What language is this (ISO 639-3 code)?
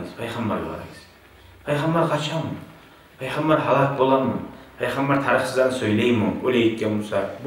kum